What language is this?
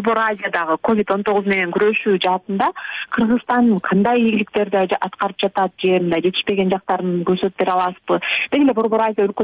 Kyrgyz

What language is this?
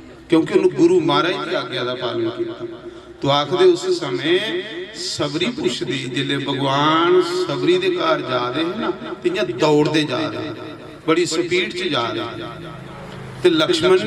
Dogri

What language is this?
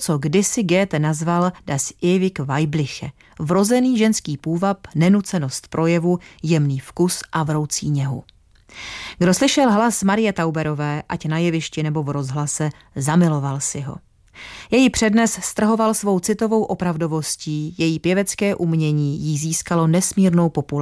Czech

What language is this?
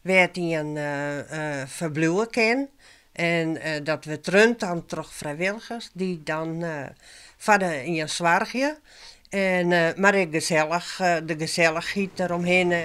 Western Frisian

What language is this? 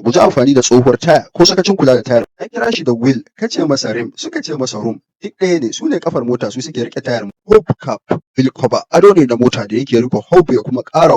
Hausa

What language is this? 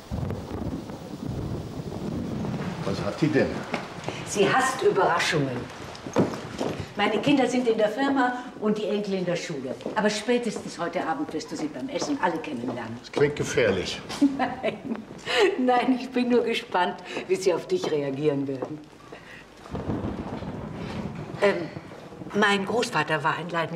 German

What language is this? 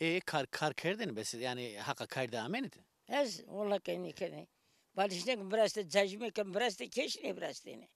Zaza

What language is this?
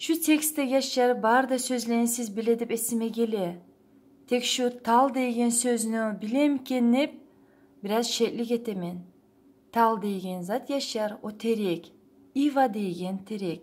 Kumyk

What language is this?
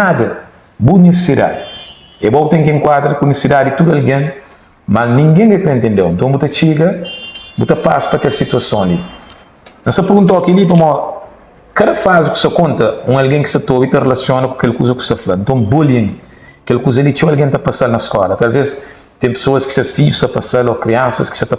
Kabuverdianu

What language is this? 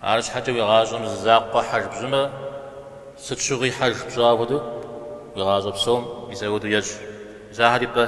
Kabardian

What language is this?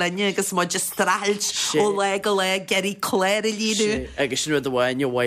Irish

